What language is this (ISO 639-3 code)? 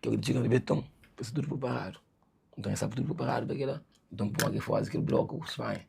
kea